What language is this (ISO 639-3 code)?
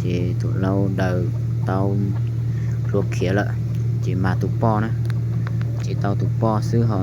hmn